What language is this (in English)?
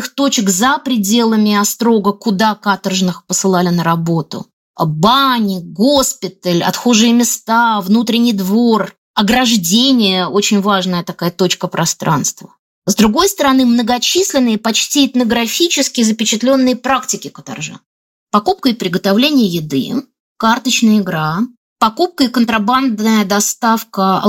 Russian